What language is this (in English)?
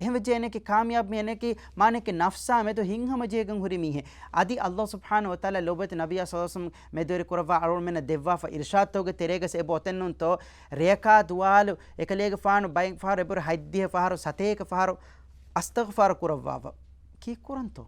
Divehi